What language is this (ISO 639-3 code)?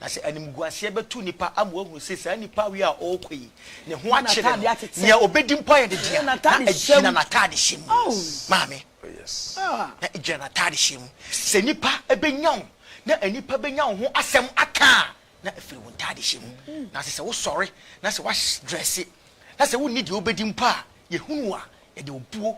aka